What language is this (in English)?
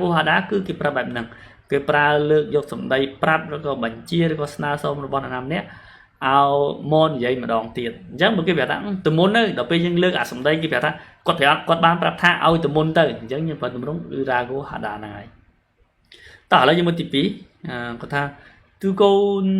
Khmer